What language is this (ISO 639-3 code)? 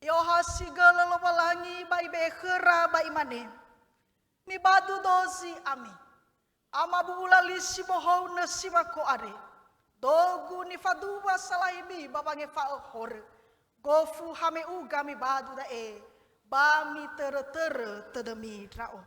nia